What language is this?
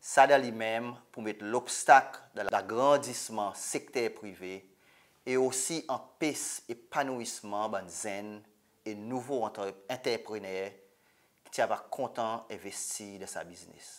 Seselwa Creole French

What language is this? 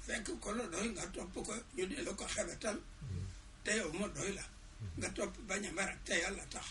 Wolof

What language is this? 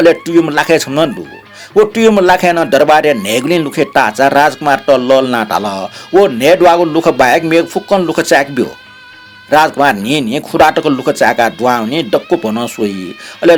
Newari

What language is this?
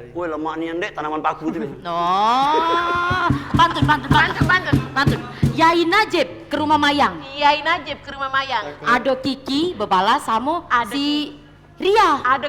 Musi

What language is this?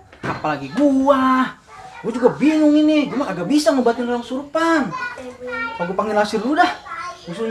Betawi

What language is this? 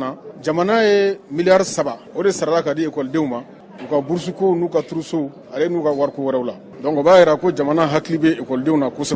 Bambara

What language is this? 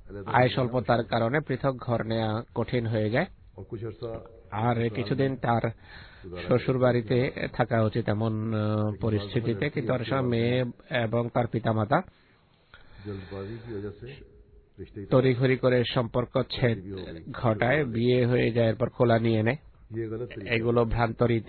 Bangla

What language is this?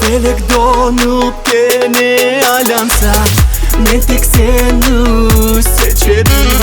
Crimean Tatar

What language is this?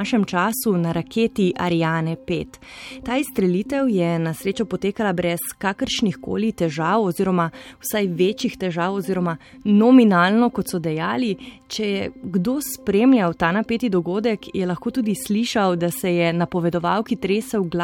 Slovenian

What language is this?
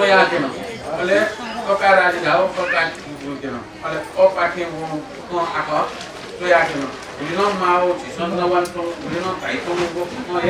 Newari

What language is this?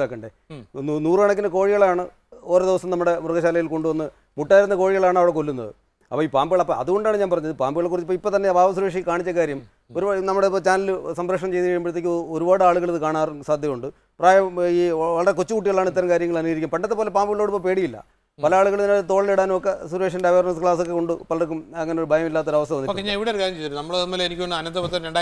Malayalam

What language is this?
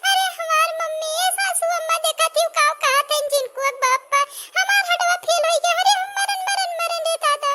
Awadhi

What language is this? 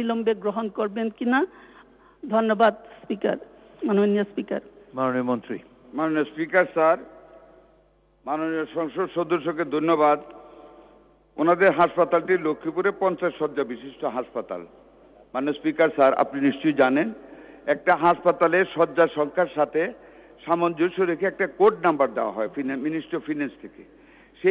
Bangla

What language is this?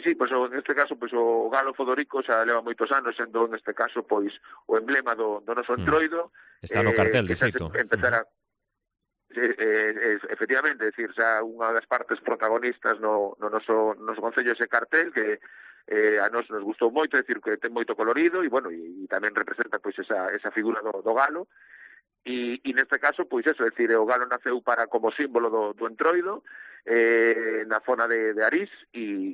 Galician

